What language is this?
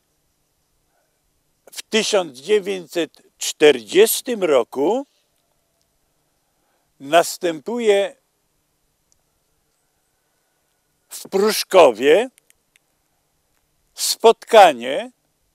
Polish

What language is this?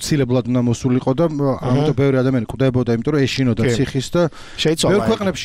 Georgian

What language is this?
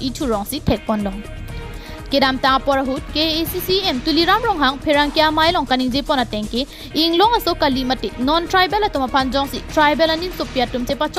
Karbi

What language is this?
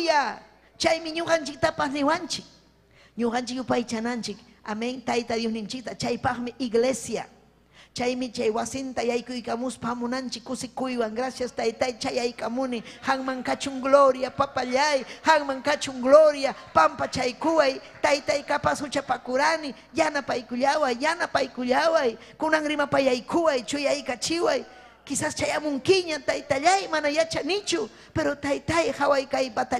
Ayacucho Quechua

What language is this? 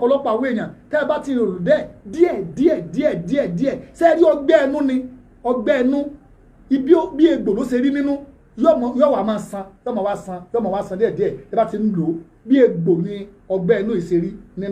Yoruba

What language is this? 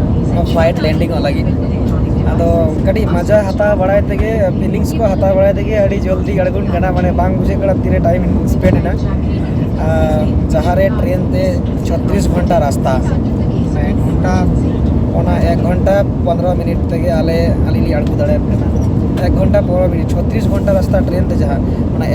Santali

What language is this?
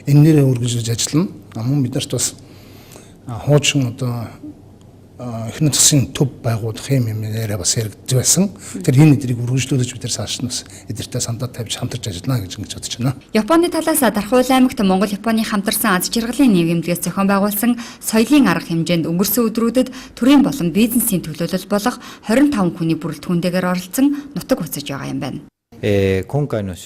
Mongolian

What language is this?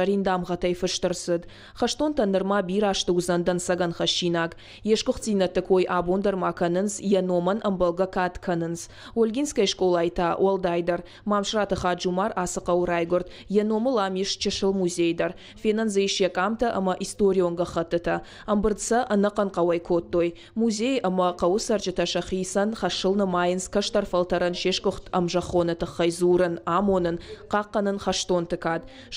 Ossetic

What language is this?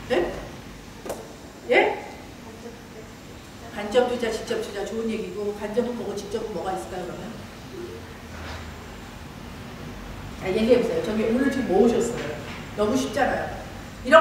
Korean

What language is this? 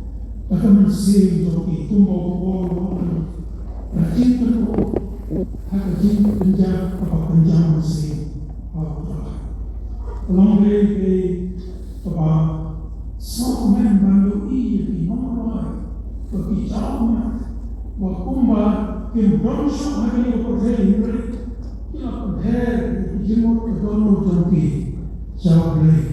Khasi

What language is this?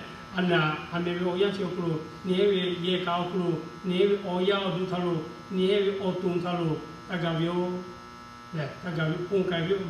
Lahu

